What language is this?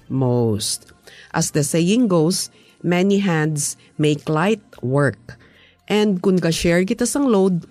Hiligaynon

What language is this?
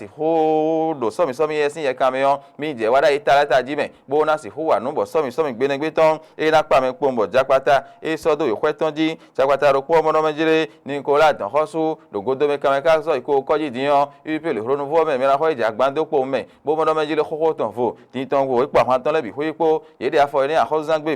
Fon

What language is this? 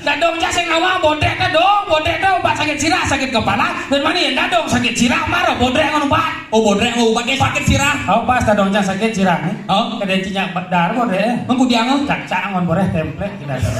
Balinese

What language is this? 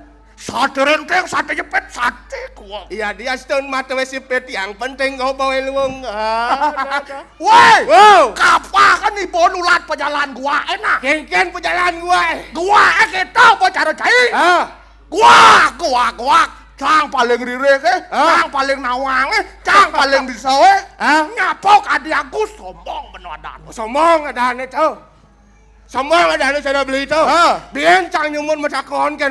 Balinese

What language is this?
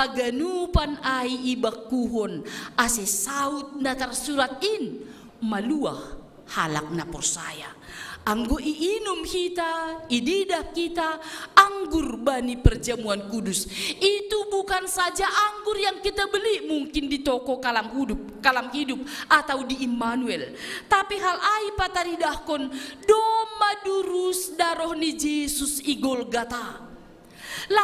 Batak Simalungun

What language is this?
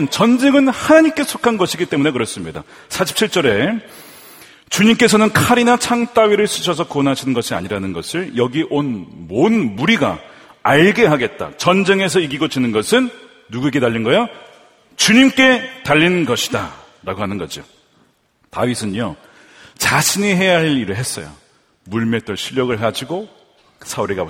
Korean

